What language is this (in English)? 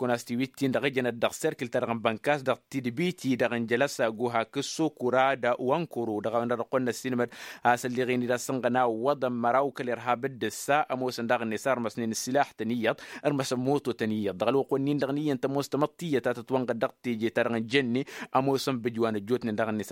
Tamasheq